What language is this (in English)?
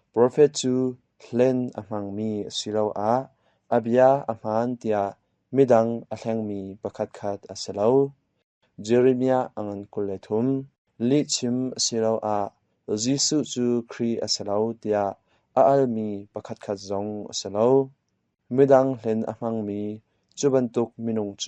Hakha Chin